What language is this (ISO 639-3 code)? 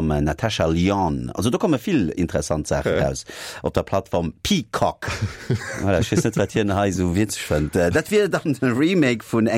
ltz